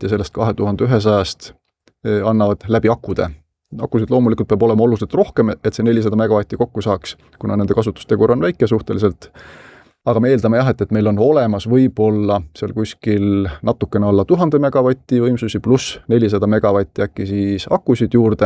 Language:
Estonian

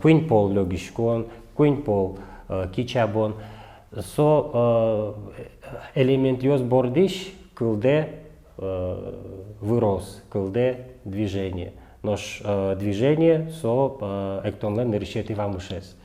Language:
Udmurt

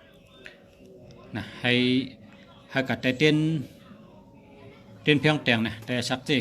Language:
Shan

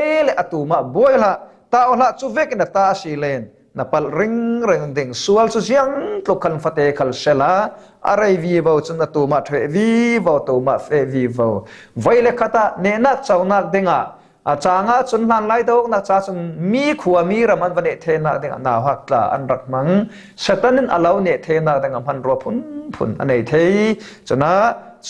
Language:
Falam Chin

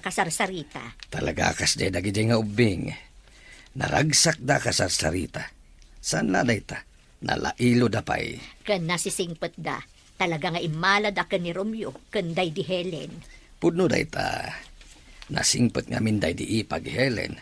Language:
Iloko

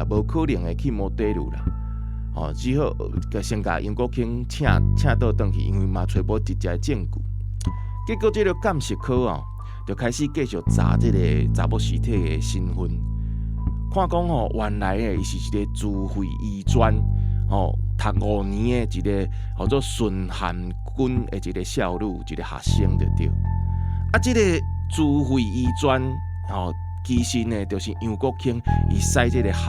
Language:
Min Nan Chinese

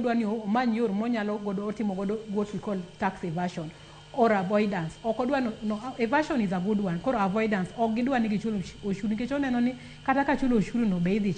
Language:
Luo (Kenya and Tanzania)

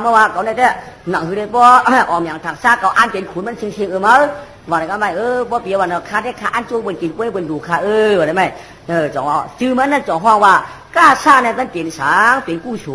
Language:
Shan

